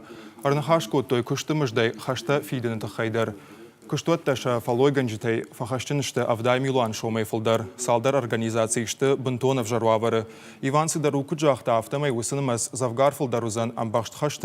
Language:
Ossetic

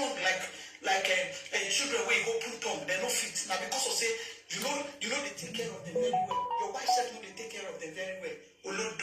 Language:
Nigerian Pidgin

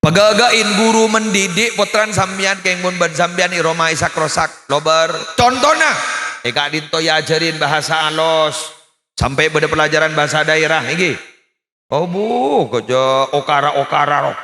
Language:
Madurese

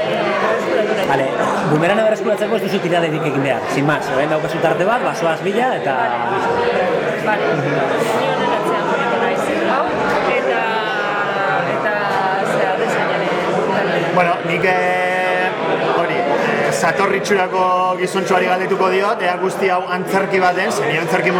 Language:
Basque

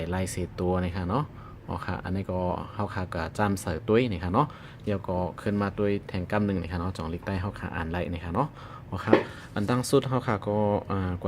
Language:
Shan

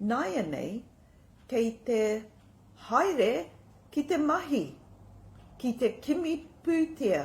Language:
Māori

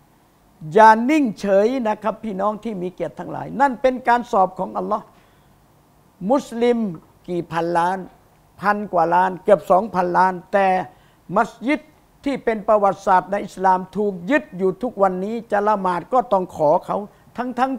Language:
Thai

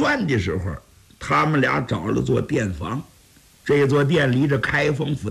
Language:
Chinese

